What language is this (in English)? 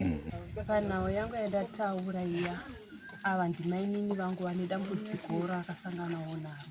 Shona